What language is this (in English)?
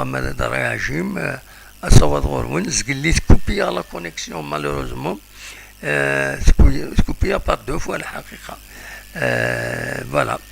Kabyle